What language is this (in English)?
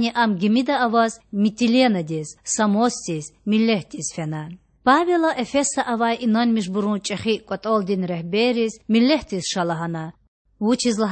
Lezghian